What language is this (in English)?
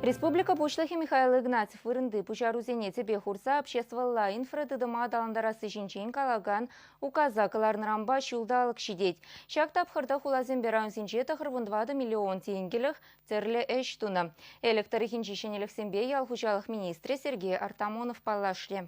Chuvash